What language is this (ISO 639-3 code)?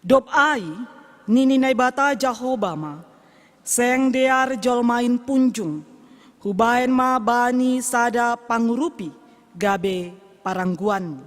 bts